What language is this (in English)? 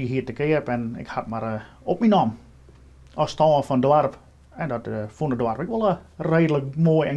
Western Frisian